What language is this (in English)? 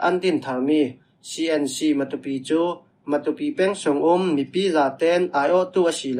Falam Chin